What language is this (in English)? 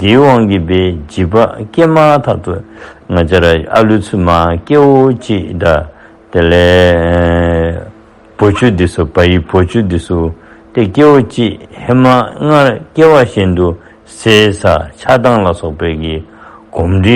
Dzongkha